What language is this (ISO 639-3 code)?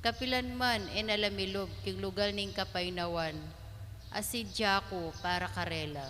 pam